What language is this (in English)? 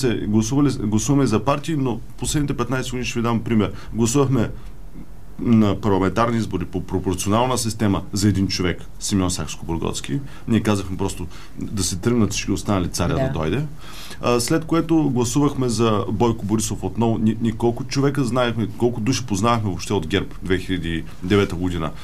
Bulgarian